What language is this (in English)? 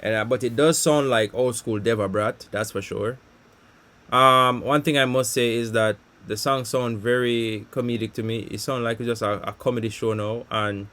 Jamaican Creole English